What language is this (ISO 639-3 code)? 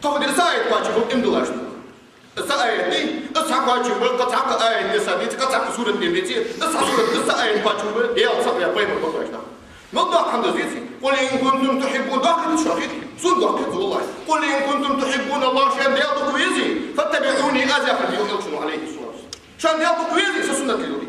inh